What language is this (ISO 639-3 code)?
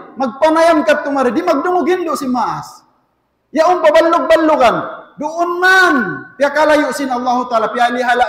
tsg